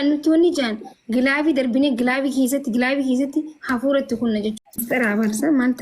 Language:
Oromo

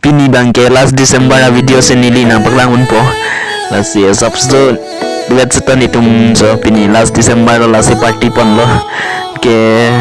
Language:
Karbi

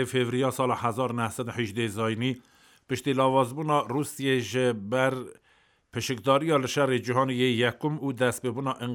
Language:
Kurdish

